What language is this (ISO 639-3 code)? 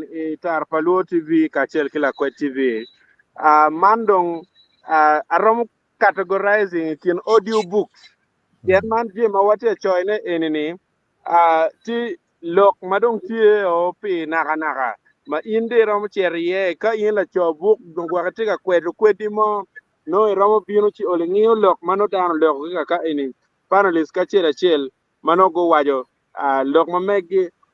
ach